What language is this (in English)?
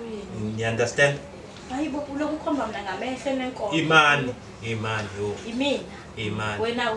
Zulu